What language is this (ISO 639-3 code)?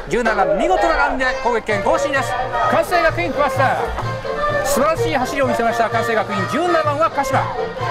jpn